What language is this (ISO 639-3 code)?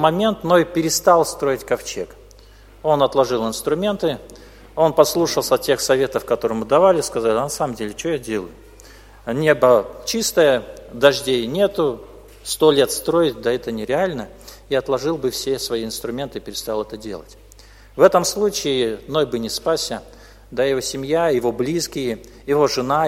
rus